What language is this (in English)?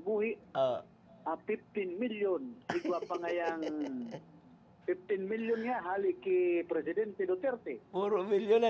Bikol